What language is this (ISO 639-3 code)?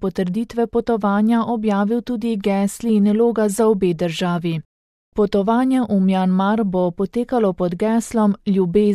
slv